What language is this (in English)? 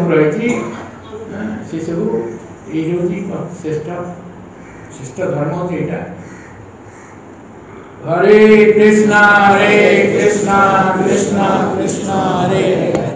Odia